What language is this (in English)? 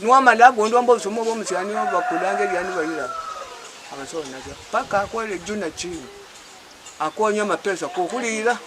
Luyia